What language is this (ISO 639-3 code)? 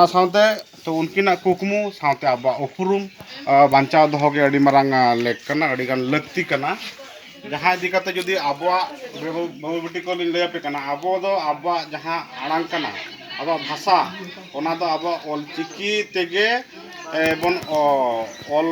sat